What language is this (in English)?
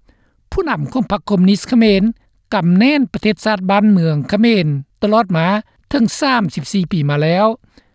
Lao